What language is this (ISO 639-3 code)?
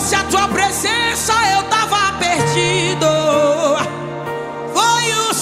por